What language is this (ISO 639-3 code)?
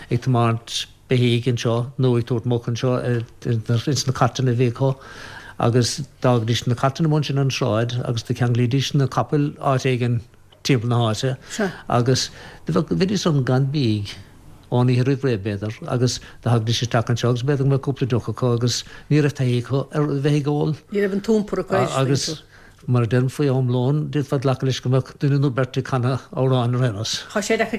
gle